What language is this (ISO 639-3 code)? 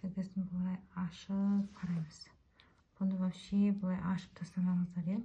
kaz